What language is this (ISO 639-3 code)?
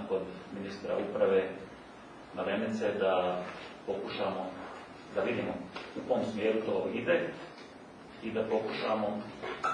hrv